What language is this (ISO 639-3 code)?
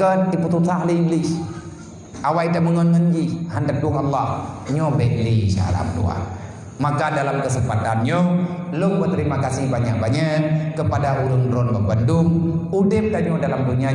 ace